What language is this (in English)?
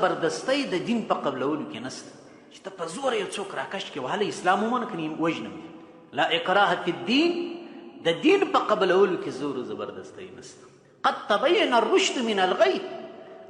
Pashto